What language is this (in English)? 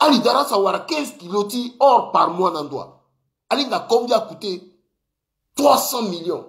Sango